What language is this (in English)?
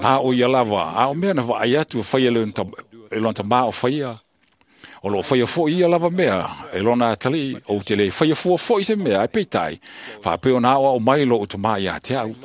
Samoan